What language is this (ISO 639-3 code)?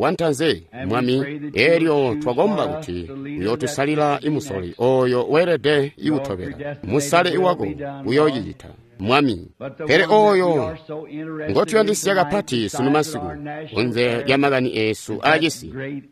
toi